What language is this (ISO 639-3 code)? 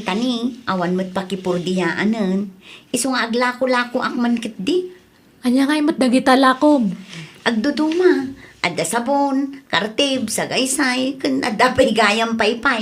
ilo